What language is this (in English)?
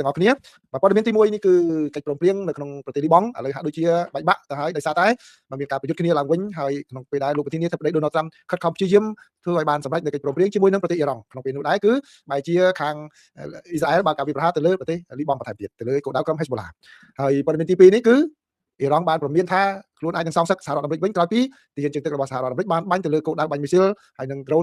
Khmer